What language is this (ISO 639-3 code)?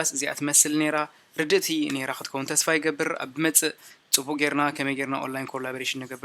tir